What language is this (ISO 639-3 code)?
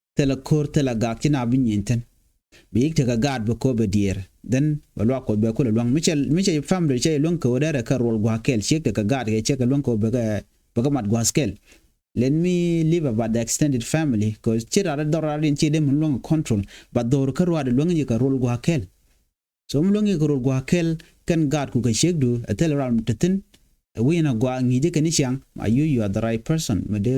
nus